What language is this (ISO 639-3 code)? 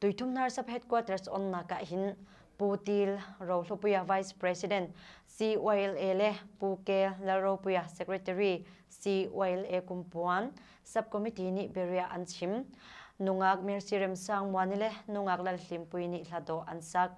cnh